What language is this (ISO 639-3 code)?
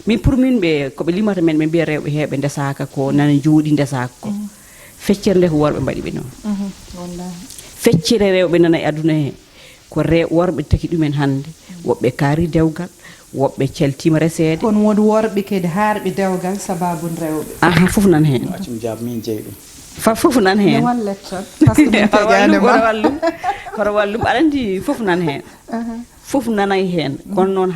ful